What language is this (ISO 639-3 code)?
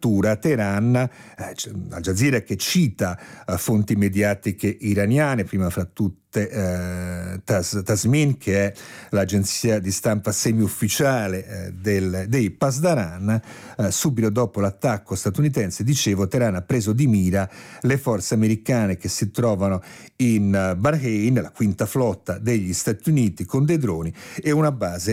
ita